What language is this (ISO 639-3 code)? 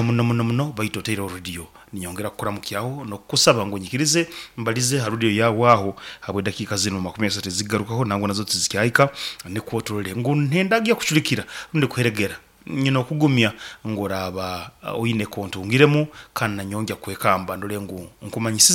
nyn